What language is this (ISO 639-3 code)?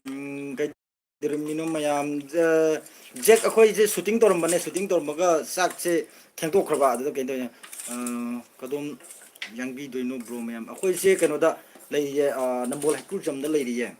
mni